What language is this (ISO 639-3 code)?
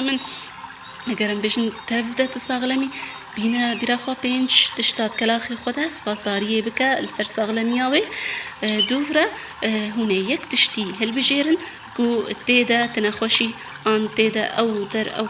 kur